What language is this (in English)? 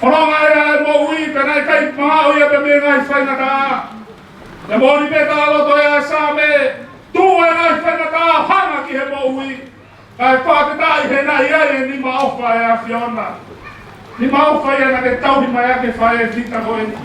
Tongan